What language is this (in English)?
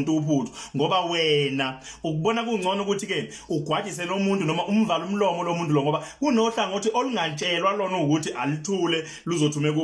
Zulu